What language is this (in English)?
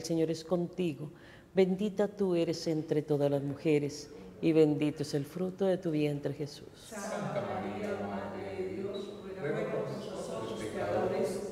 Spanish